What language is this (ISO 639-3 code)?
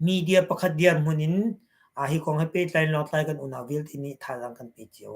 cnh